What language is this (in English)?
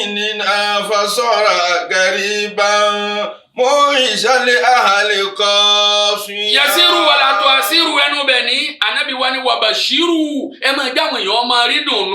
Yoruba